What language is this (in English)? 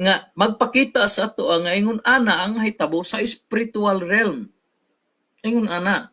Cebuano